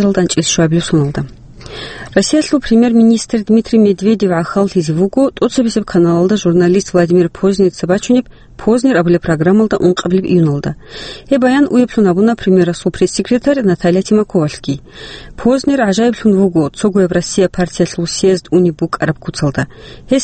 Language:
Avaric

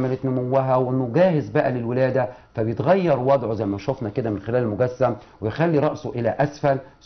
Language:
Egyptian Arabic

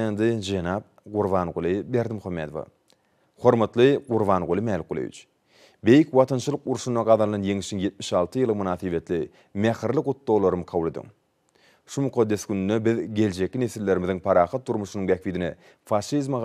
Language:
Turkmen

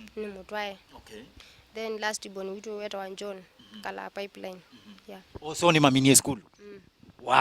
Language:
Kamba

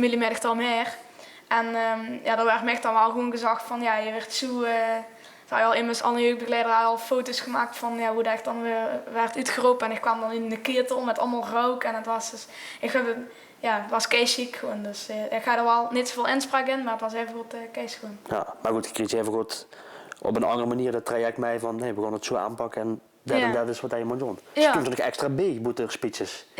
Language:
Limburgish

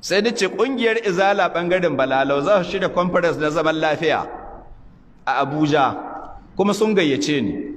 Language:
Hausa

